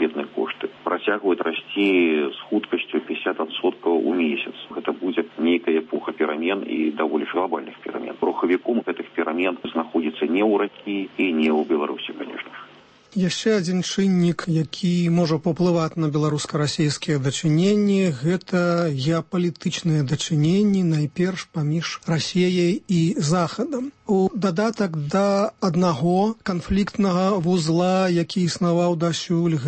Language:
Belarusian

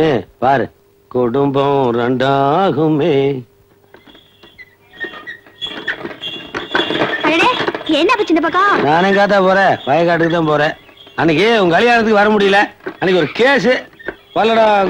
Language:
Tamil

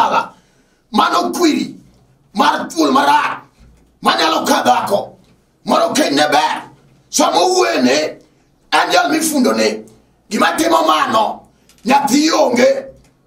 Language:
Luo (Kenya and Tanzania)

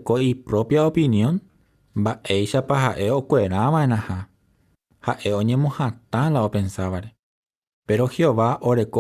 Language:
Guarani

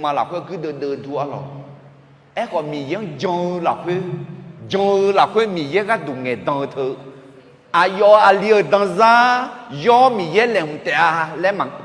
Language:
Akha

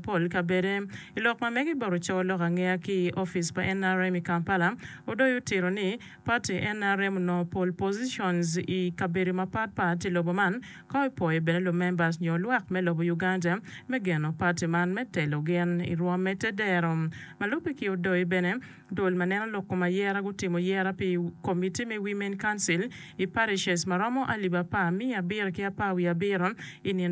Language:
Acoli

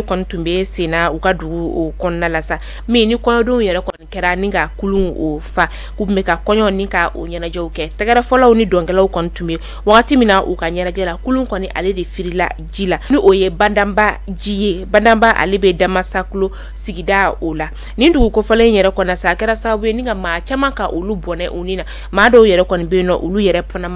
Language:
Bambara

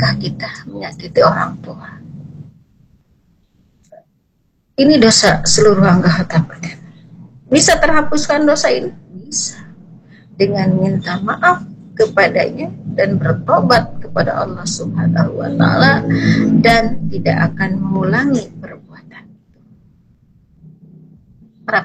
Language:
Indonesian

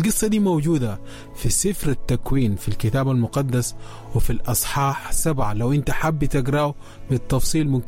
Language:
Sudanese Arabic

